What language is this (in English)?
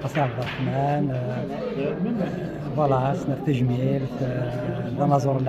Kabyle